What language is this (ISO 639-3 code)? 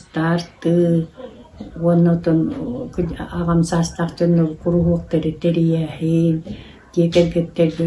sah